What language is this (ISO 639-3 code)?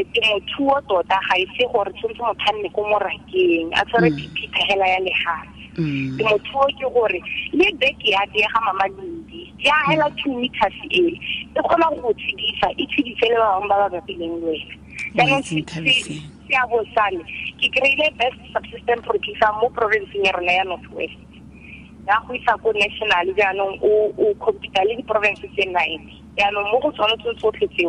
tsn